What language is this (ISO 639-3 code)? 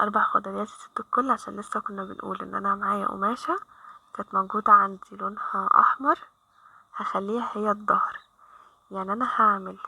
arz